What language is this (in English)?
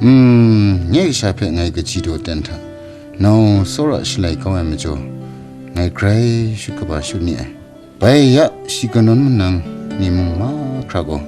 Kachin